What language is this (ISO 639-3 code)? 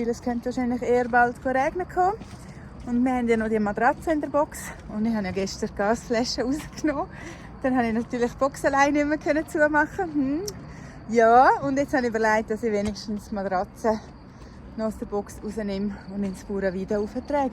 gsw